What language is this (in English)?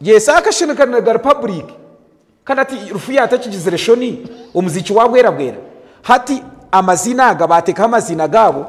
Nyankole